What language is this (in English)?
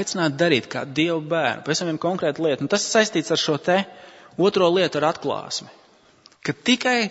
Latvian